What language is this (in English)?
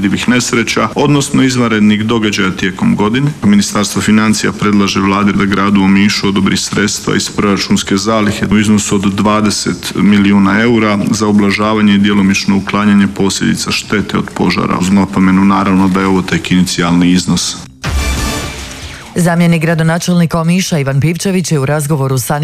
Croatian